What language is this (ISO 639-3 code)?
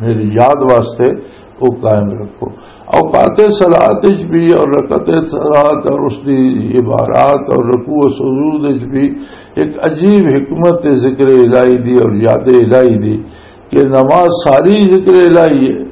lah